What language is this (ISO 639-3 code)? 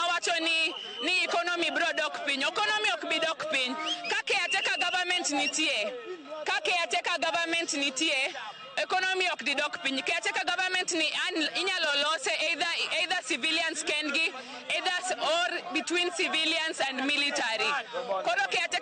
luo